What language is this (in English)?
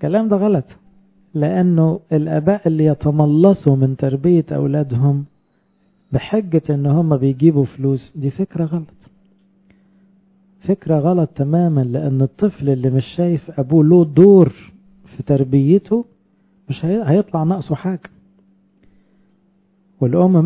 Egyptian Arabic